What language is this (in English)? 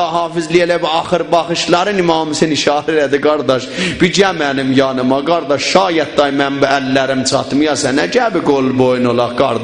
South Azerbaijani